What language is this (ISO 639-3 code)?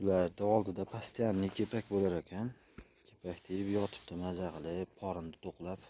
uzb